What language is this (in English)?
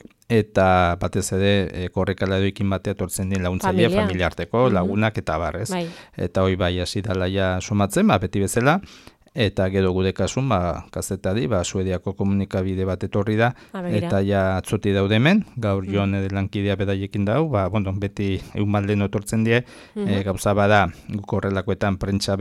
Basque